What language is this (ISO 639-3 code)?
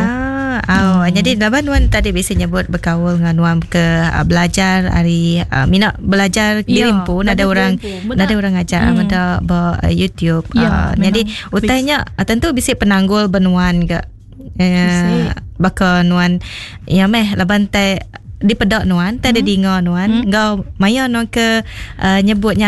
iba